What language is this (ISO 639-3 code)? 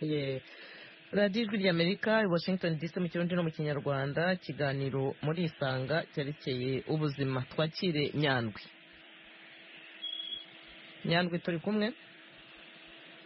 kin